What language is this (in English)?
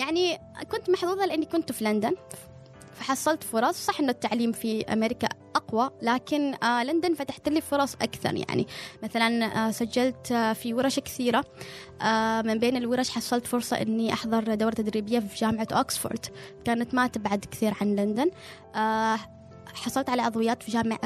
Gulf Arabic